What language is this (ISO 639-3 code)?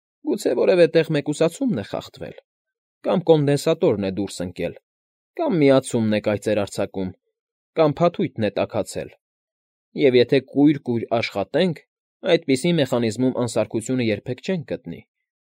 hye